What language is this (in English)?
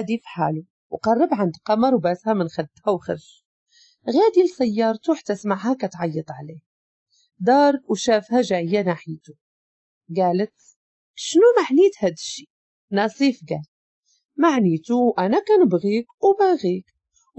Moroccan Arabic